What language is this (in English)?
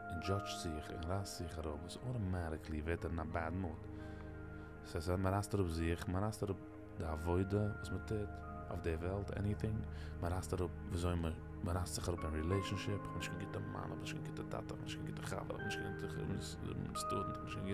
Yiddish